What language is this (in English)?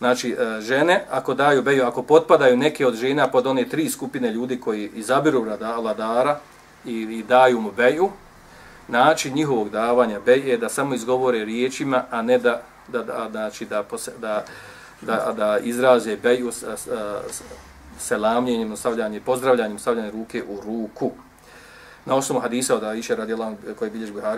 Bosnian